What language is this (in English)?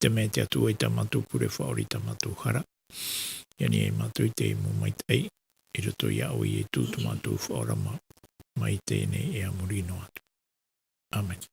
Tahitian